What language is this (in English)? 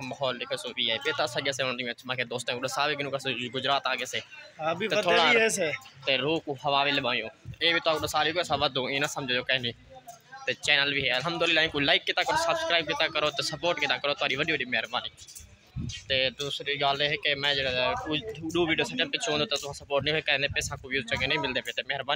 Saraiki